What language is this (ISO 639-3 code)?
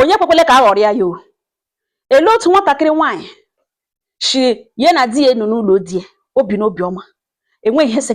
ibo